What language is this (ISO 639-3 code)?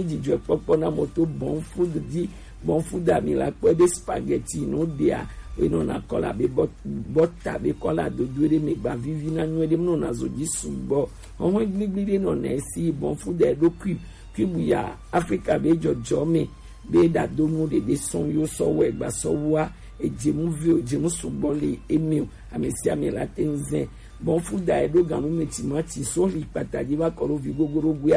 gej